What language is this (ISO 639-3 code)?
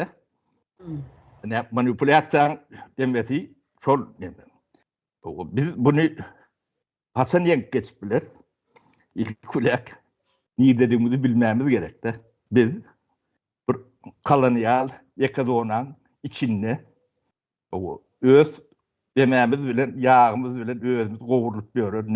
tuk